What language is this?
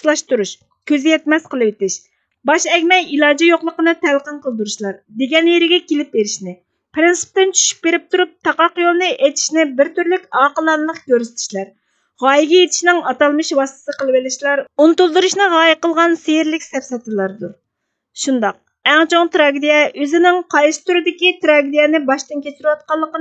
Uyghur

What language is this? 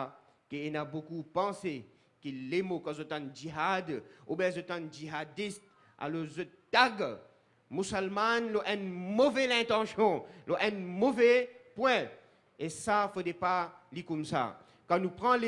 Morisyen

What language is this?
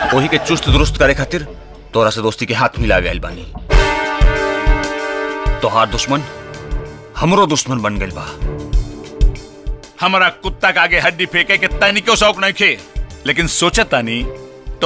Bhojpuri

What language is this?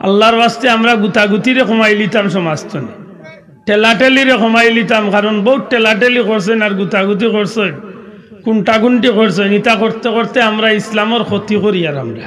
Sylheti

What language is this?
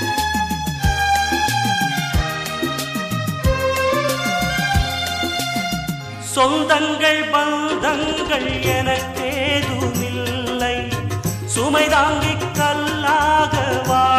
Tamil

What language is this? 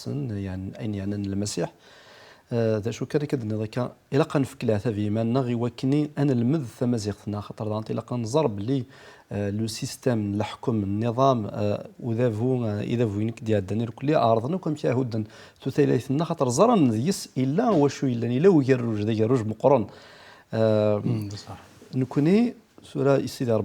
Kabyle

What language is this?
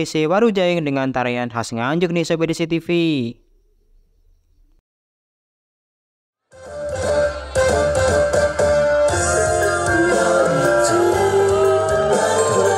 Indonesian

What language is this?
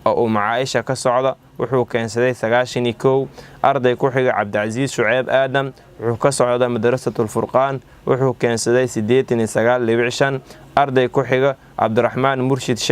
Somali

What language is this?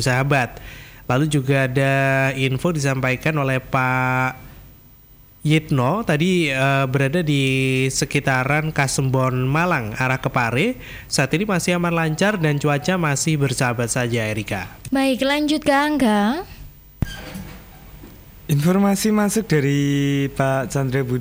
Indonesian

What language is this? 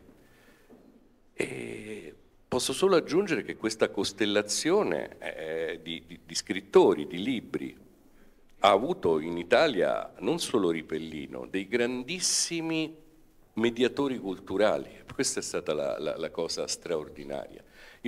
Italian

